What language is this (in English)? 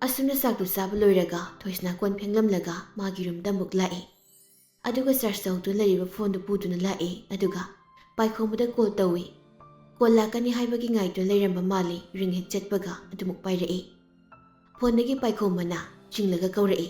Manipuri